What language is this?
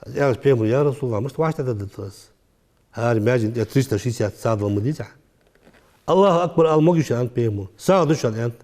Ingush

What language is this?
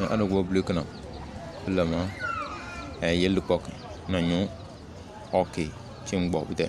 Tem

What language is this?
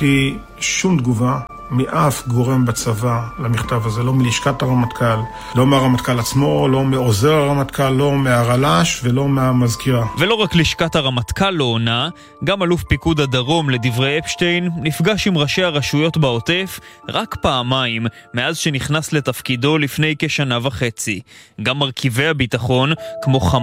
Hebrew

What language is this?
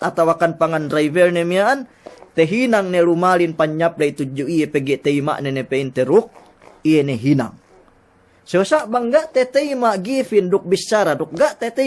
Yakan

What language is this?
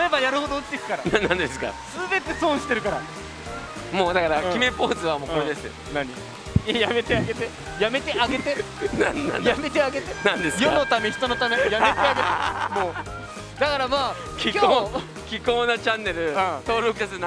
Japanese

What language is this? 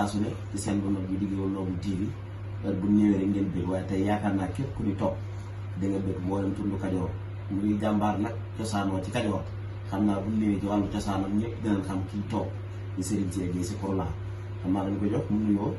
Wolof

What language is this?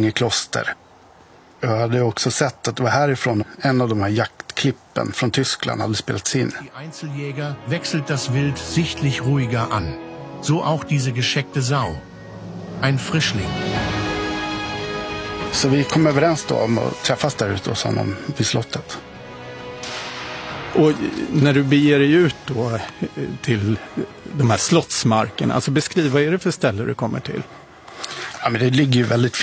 Swedish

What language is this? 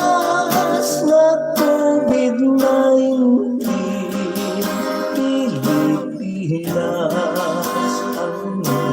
Hiligaynon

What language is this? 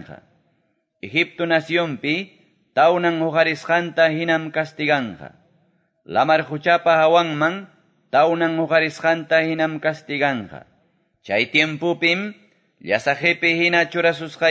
Quechua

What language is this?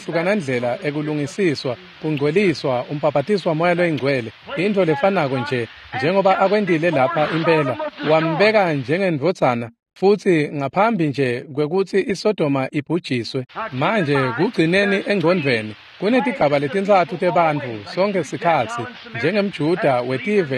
Swati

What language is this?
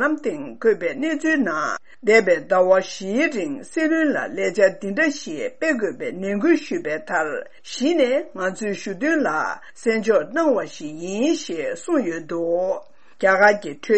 Tibetan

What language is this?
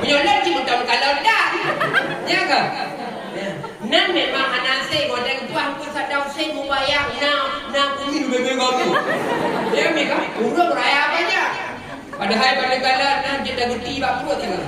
Achinese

